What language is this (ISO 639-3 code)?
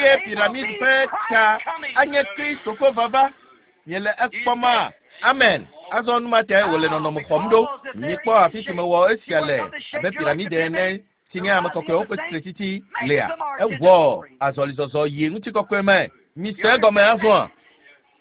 ewe